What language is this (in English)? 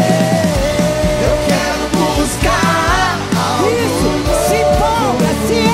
Portuguese